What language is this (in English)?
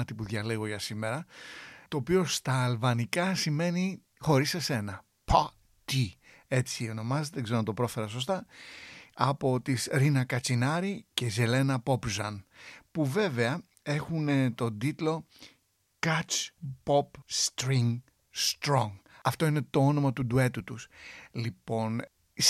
Greek